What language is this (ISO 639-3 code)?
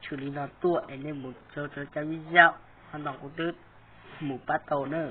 hmn